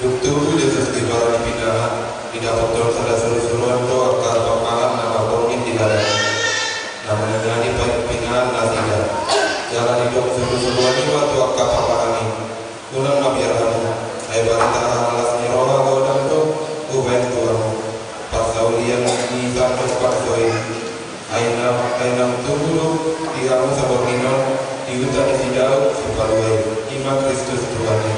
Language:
Batak Toba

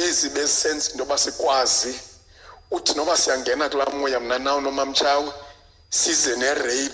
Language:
Xhosa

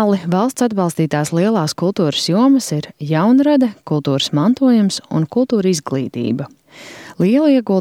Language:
Latvian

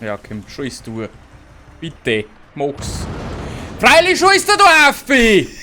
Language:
Bavarian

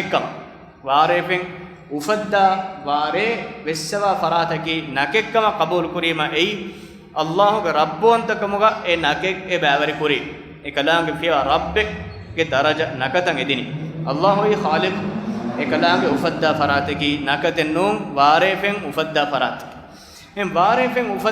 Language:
Divehi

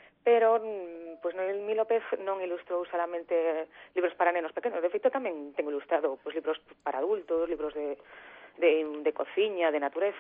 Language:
Galician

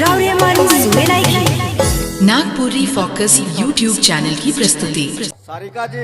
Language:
Sadri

